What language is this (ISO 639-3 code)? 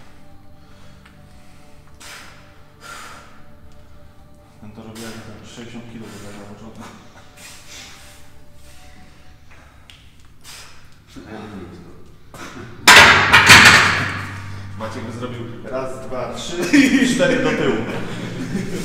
pol